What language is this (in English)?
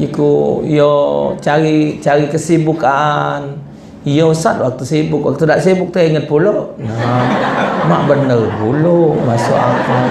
Musi